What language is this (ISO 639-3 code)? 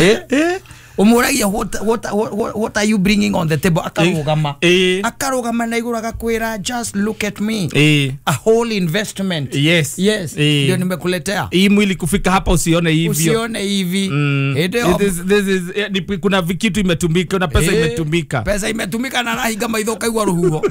kik